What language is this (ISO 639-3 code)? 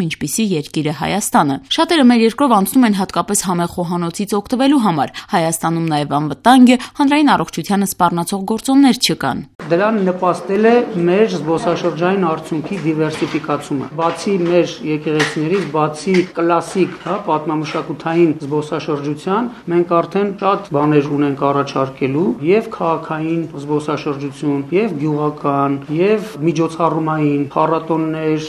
hye